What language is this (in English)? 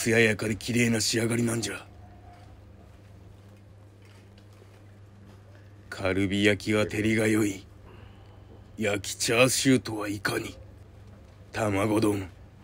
Japanese